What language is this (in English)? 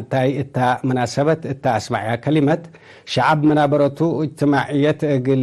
Tigre